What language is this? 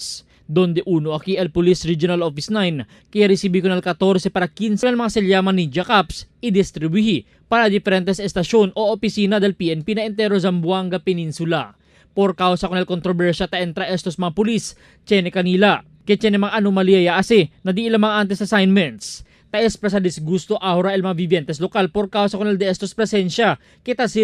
Chavacano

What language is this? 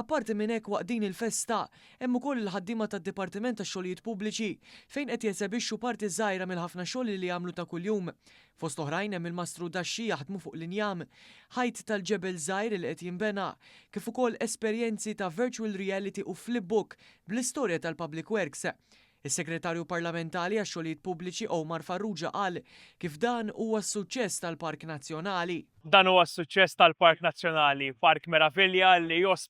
Maltese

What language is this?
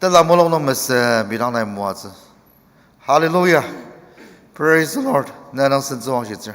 Ao Naga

